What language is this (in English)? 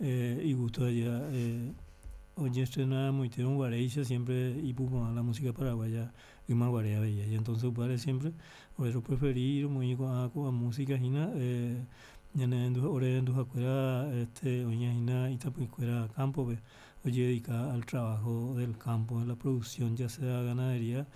Guarani